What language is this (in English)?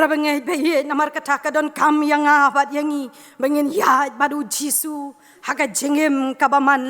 Khasi